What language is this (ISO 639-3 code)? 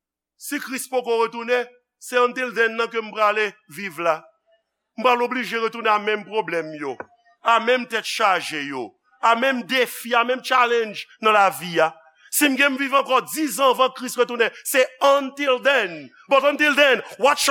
hat